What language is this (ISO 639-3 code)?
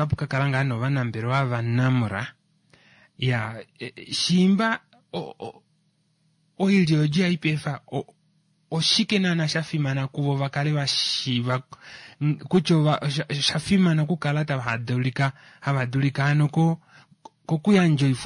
kua